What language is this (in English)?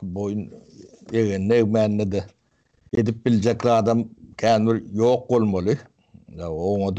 Turkmen